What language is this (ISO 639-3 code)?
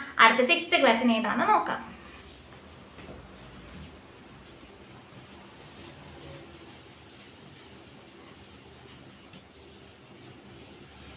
mal